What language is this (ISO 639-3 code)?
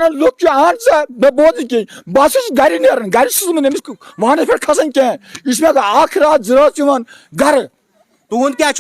kas